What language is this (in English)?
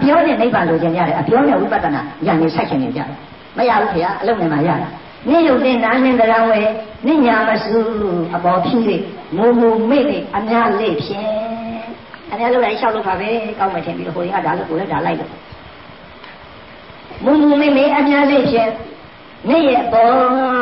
Burmese